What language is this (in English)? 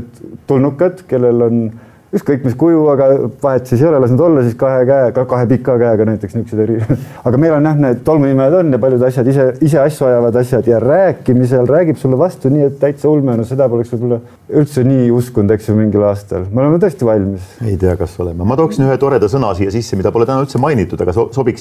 Estonian